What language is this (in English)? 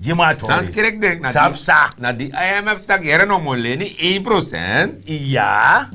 Sranan Tongo